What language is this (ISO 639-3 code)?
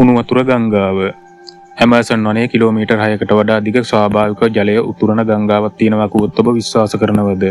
sin